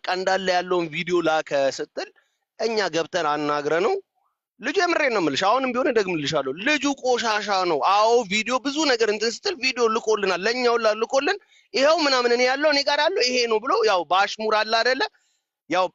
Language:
Amharic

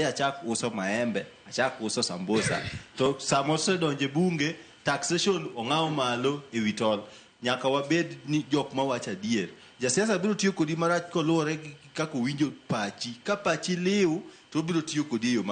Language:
Luo (Kenya and Tanzania)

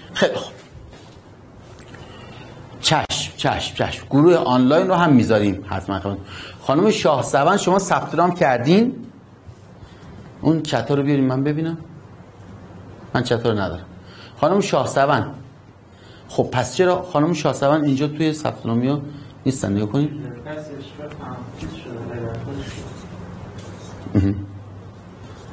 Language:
Persian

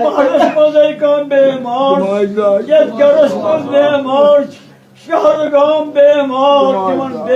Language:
Kashmiri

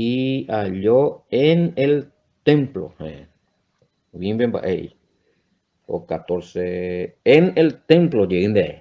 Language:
Guarani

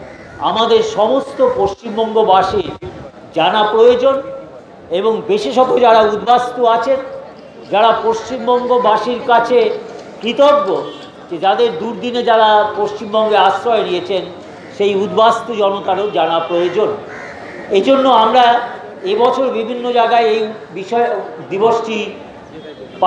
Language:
Bangla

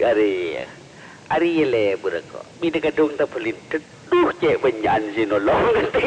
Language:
Madurese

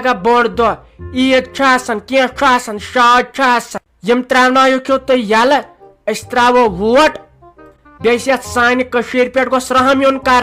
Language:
Kashmiri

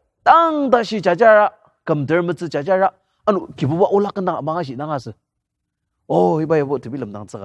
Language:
Ao Naga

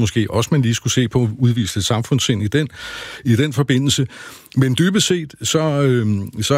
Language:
Danish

